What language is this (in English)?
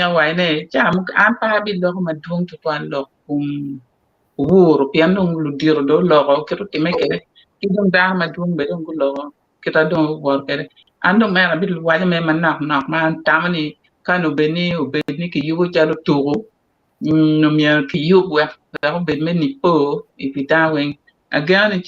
Acoli